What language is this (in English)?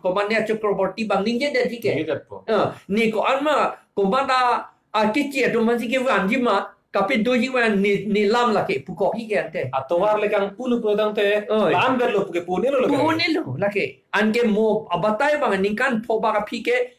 Karbi